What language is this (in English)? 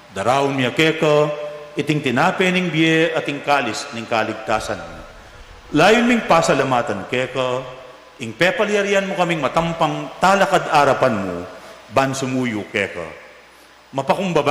Pampanga